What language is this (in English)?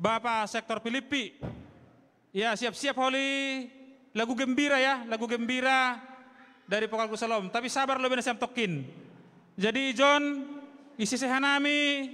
Batak Simalungun